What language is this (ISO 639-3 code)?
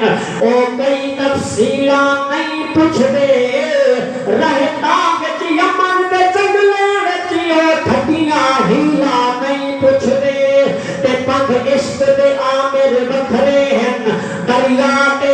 skr